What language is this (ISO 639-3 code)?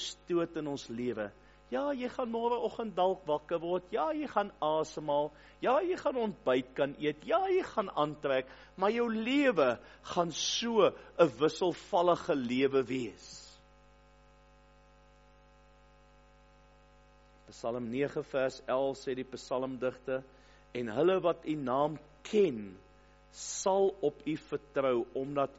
afr